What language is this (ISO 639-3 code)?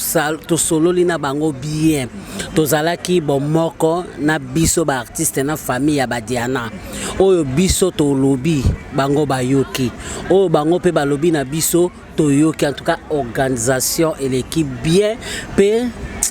lin